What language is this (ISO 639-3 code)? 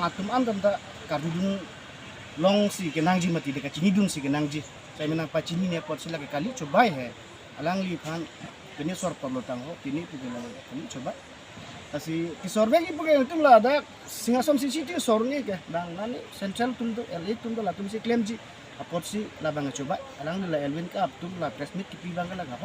mjw